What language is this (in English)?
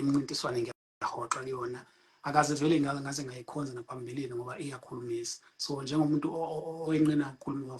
Zulu